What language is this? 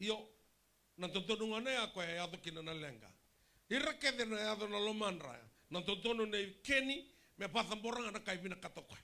Fijian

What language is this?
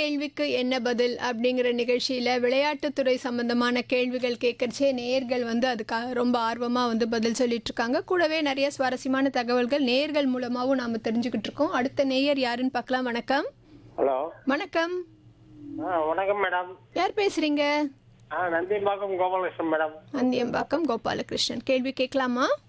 Tamil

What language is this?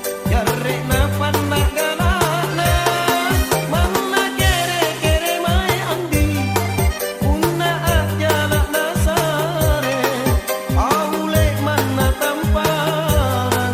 Makasar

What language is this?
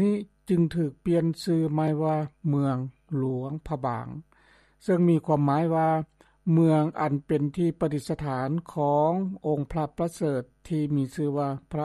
Lao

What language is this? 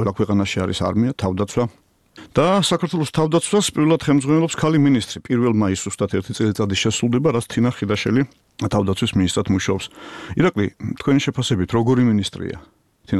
Georgian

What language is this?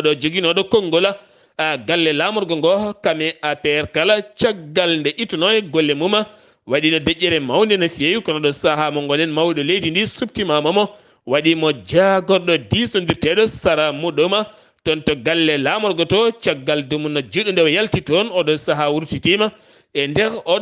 Fula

